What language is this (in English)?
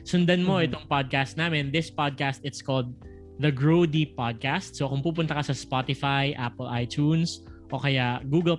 Filipino